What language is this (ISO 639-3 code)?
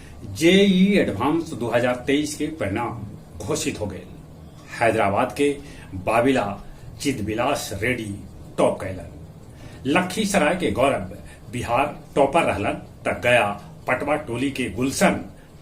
mag